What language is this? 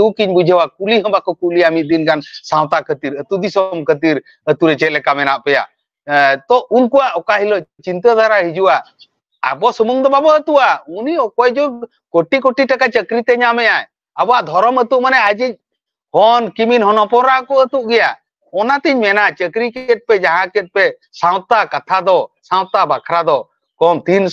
Santali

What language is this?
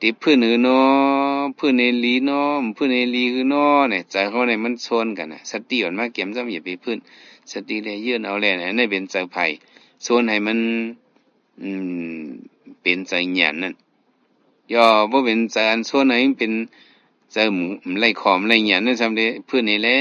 Shan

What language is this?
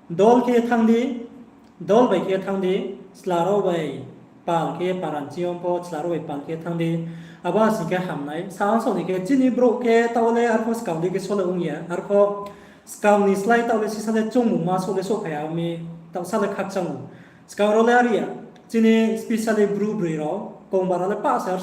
Riang (India)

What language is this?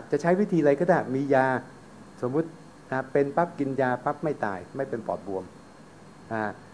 Thai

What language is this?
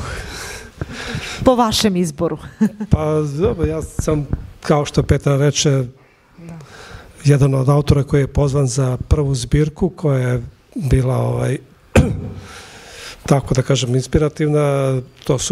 Serbian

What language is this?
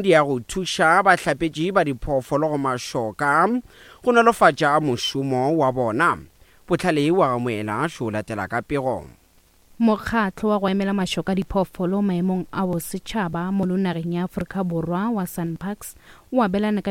Northern Sotho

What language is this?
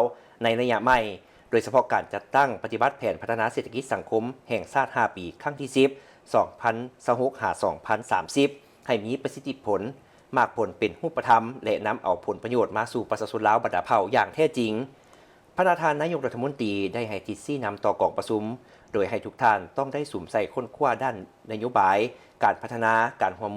Lao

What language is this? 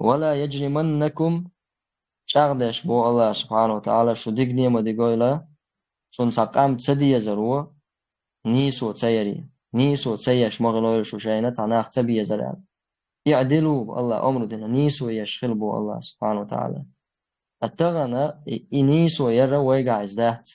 Chechen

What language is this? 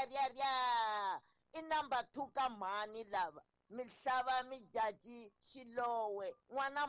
Tsonga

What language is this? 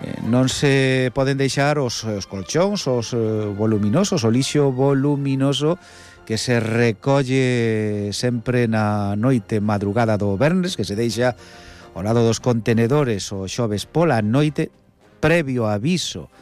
Galician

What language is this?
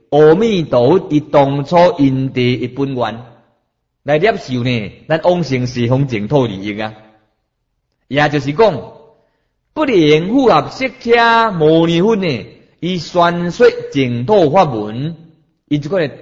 Min Nan Chinese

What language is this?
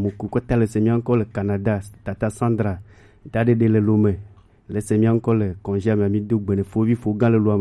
Gen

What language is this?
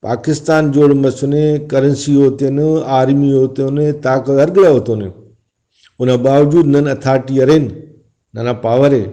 Brahui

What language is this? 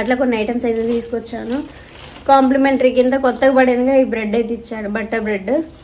Telugu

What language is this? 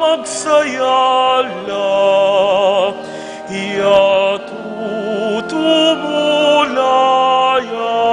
Pampanga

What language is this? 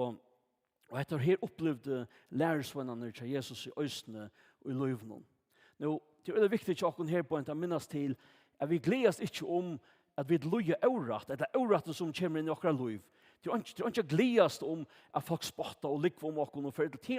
Faroese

